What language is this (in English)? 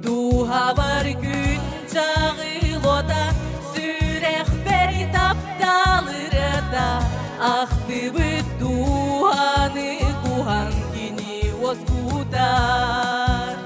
Yakut